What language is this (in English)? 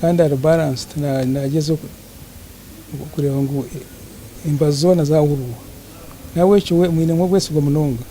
Nyankole